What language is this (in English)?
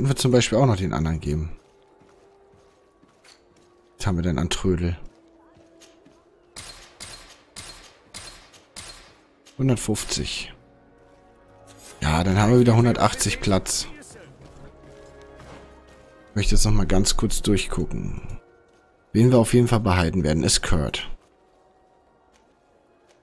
German